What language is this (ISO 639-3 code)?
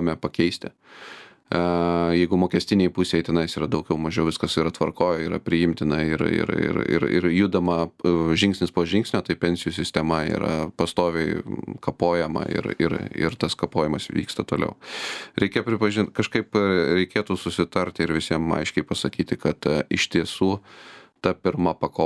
lit